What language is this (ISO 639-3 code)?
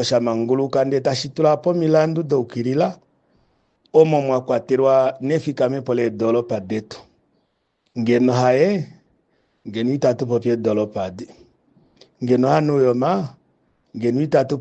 kua